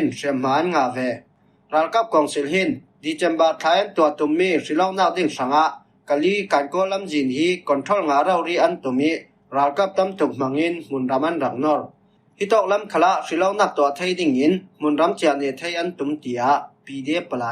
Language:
Falam Chin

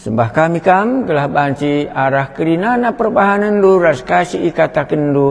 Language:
Batak Karo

